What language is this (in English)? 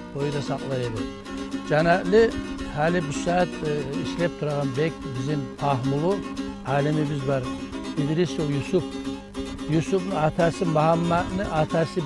Kumyk